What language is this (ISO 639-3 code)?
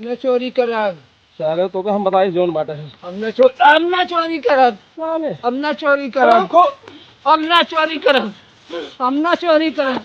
awa